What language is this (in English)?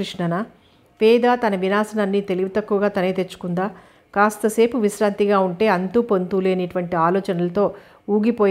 Telugu